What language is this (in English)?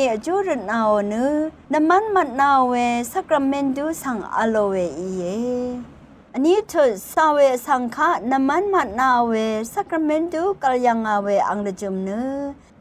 Rawang